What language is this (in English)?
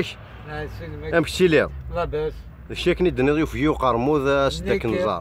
Kabyle